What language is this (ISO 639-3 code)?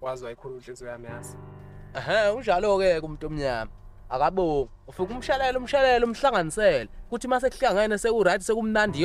zul